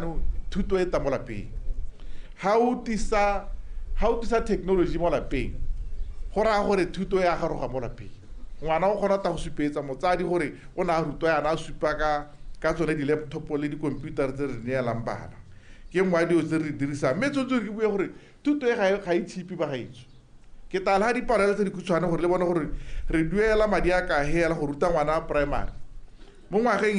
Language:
Tswana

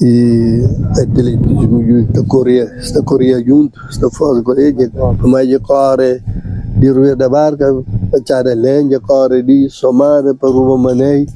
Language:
Kabuverdianu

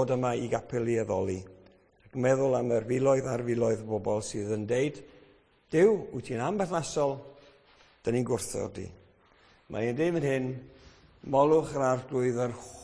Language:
Welsh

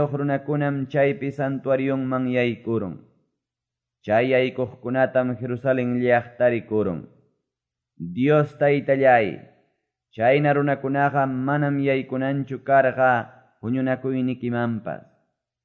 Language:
Quechua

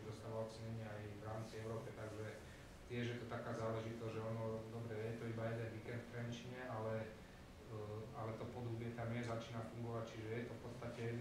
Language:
Slovak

